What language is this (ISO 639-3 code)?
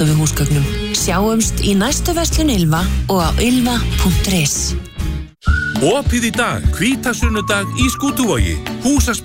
isl